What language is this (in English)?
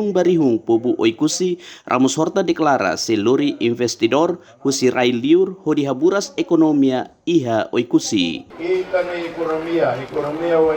Tetum